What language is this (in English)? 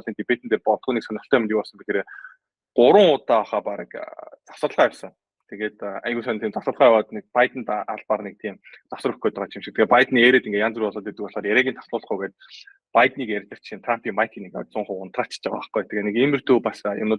Mongolian